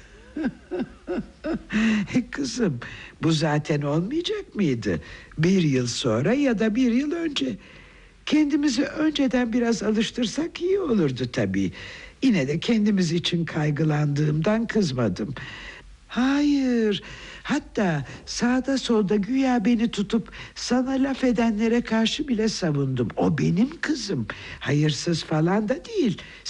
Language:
Turkish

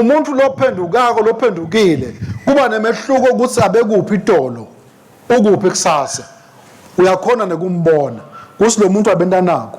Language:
Swati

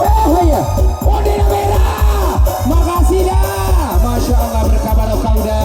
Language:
Minangkabau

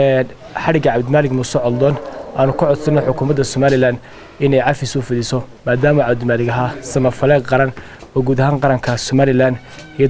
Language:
Somali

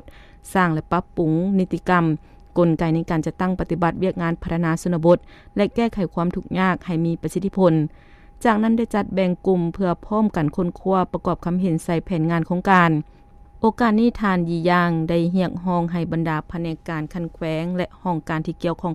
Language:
Lao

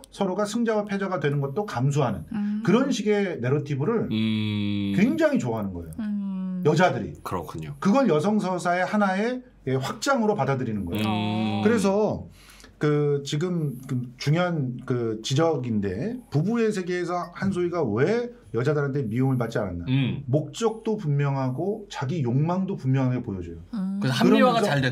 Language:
Korean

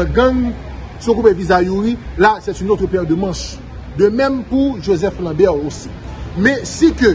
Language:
Haitian Creole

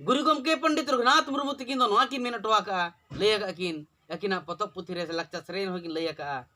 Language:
Santali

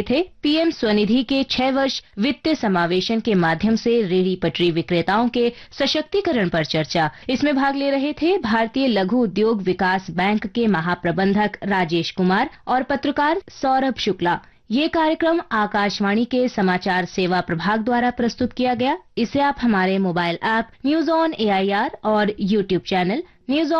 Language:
Hindi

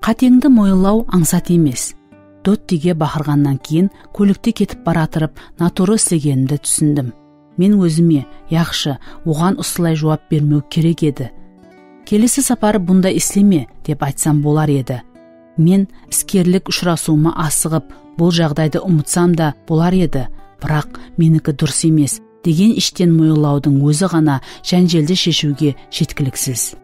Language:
Kara-Kalpak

